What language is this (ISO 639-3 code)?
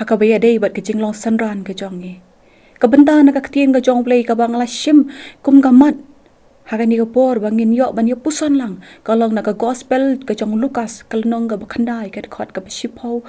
kha